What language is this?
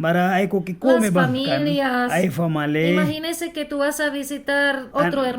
Mískito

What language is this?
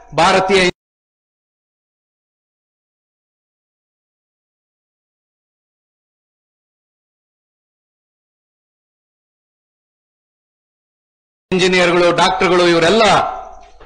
Kannada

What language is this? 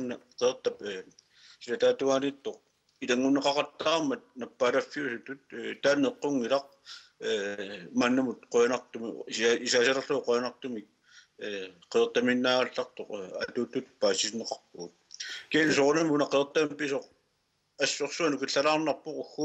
Kalaallisut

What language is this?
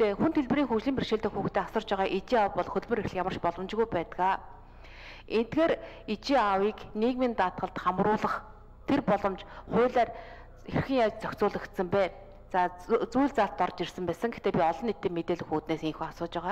Mongolian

